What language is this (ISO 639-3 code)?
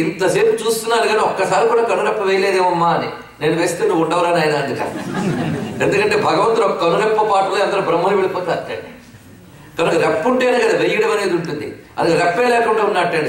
tel